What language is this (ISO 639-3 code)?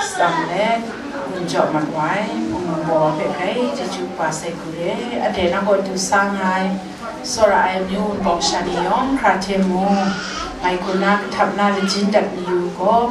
kac